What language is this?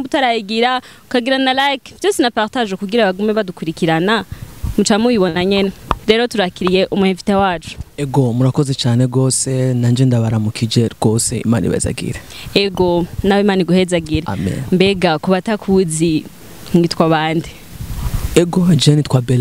Rundi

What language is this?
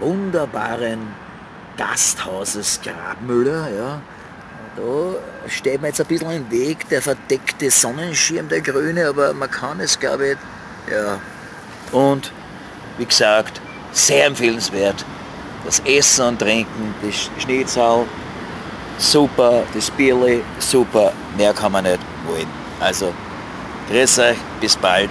Bavarian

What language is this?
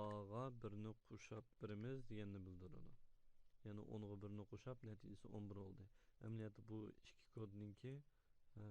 Uyghur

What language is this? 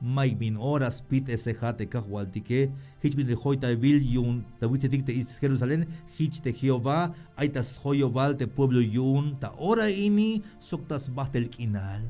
Tzeltal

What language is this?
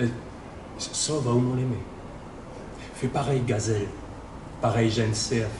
Réunion Creole French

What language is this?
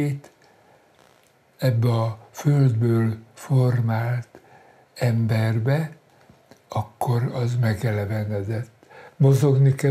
Hungarian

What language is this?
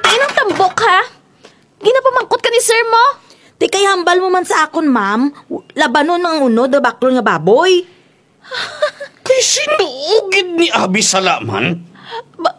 Kinaray-a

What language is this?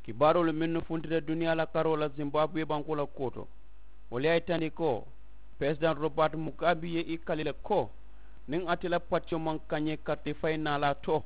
Mandingo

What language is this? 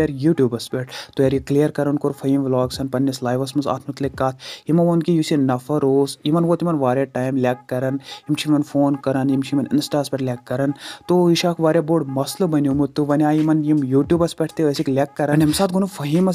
Kashmiri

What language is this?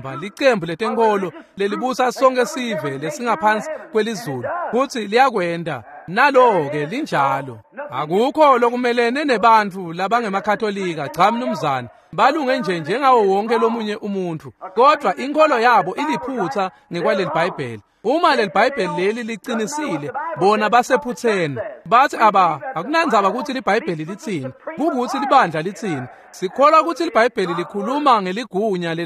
Swati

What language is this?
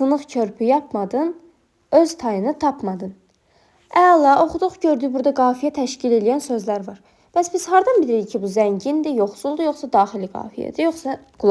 Azerbaijani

